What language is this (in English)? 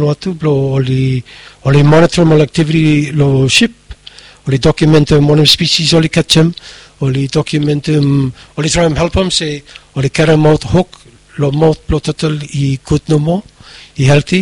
Bislama